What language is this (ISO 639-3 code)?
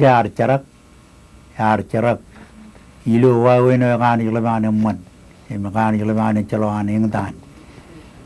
mah